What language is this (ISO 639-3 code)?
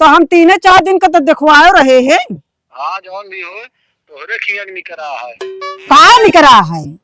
awa